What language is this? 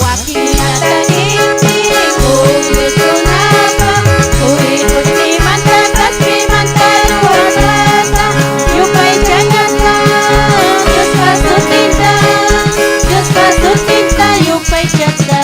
Ayacucho Quechua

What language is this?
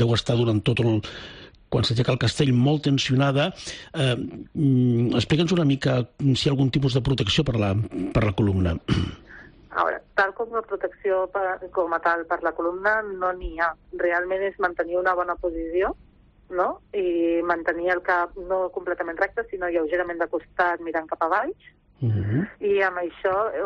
Catalan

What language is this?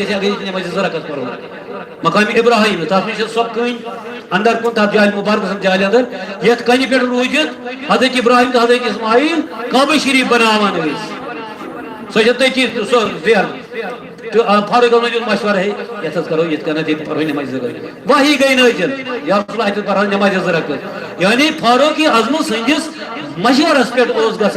Kashmiri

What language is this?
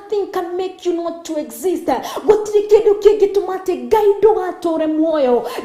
Kikuyu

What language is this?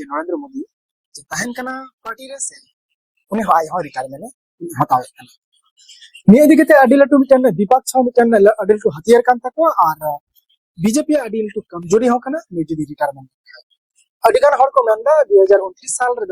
Santali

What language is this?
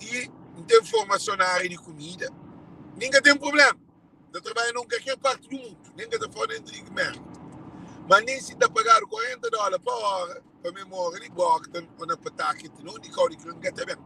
Kabuverdianu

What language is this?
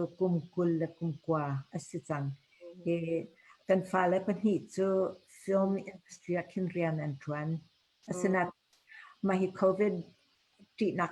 Hakha Chin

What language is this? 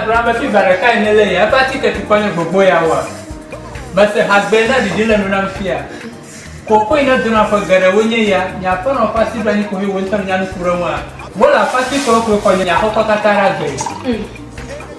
Ewe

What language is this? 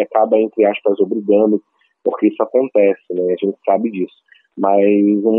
Portuguese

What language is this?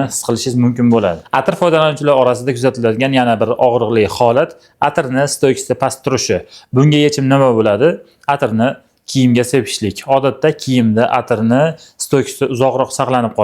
Uzbek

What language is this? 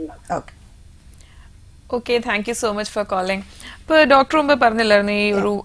Malayalam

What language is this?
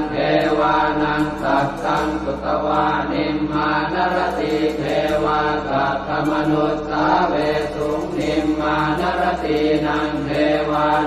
Pali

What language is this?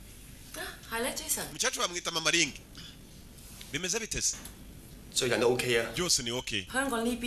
Kinyarwanda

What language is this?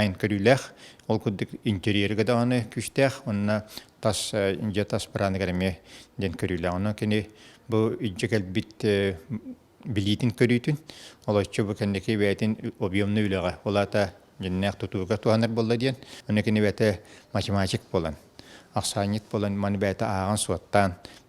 Yakut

